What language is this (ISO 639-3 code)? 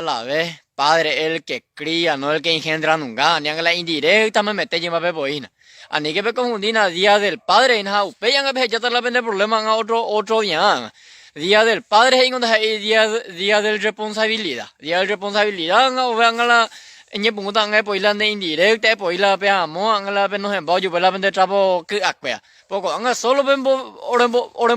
grn